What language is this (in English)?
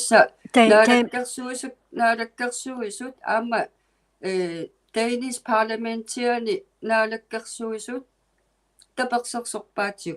Inuktitut